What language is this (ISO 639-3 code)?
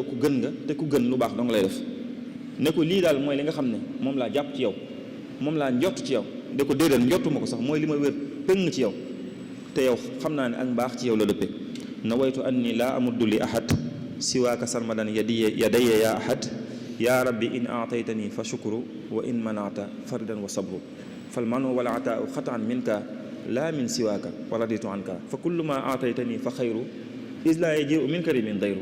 wol